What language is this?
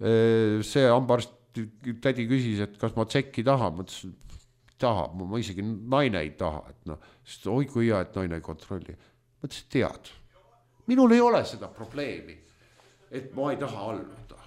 Estonian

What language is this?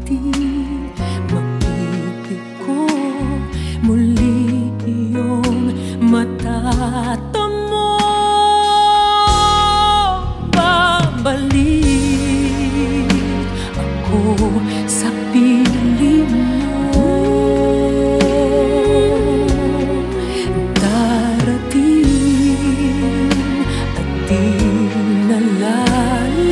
Filipino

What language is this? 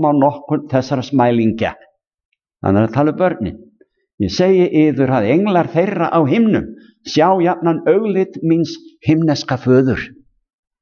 Icelandic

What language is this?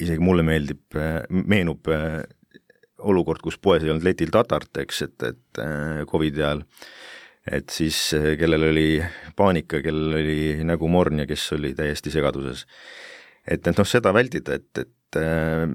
Estonian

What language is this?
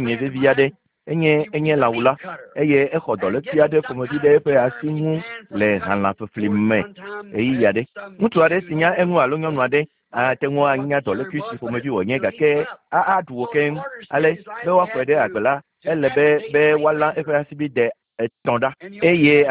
Ewe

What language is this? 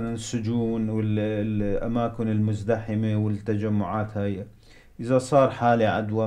North Levantine Arabic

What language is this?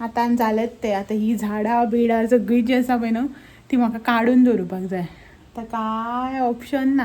Konkani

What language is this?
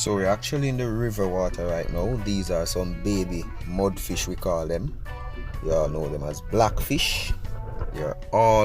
Jamaican Creole English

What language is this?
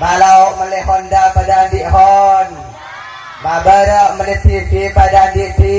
Madurese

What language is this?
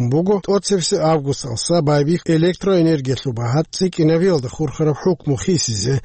Avaric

